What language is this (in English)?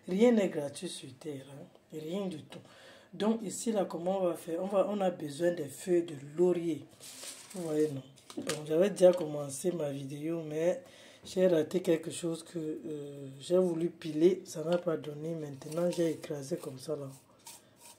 French